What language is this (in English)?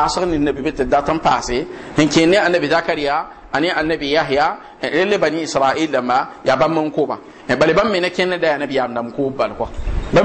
Mossi